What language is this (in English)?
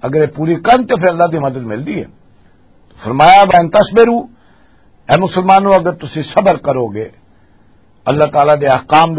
Western Panjabi